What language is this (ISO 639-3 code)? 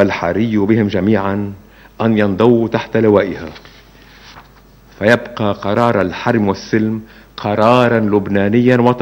ara